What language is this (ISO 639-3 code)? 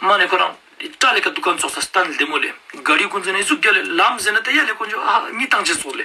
lbj